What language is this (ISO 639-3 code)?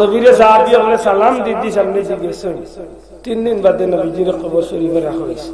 syl